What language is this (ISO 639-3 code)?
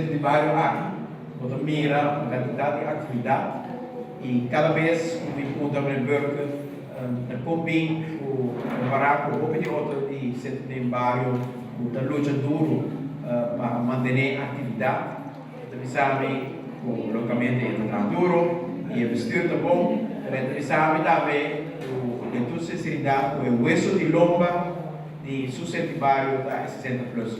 pap